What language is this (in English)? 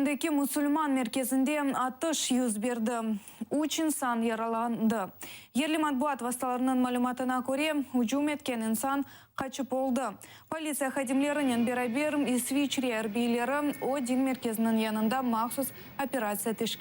Crimean Tatar